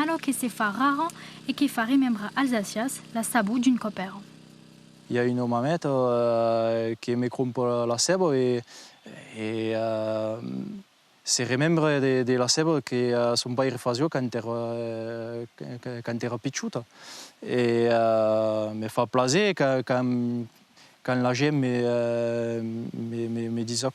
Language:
Occitan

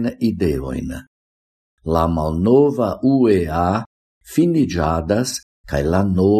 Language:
Esperanto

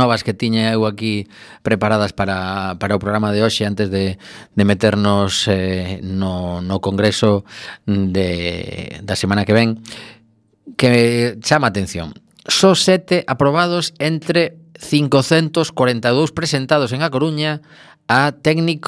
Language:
Galician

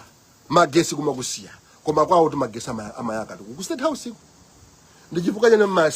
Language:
Nyanja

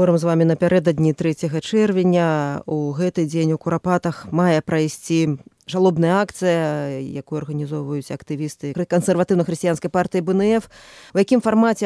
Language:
Belarusian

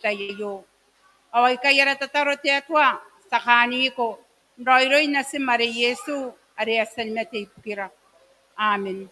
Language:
Gilbertese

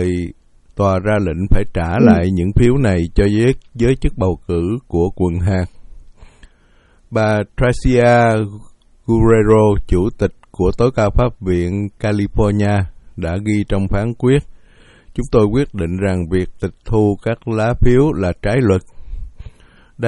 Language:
Vietnamese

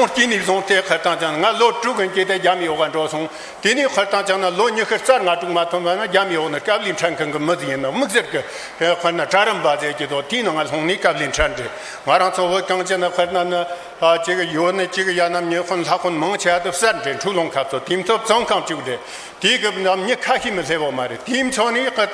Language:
Tibetan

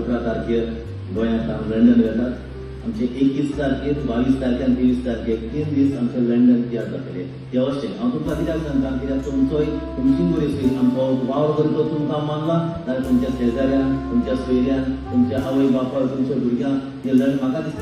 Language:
Konkani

